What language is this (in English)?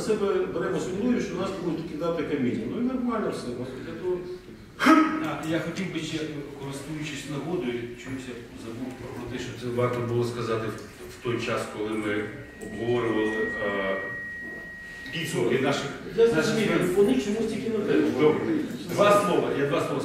Ukrainian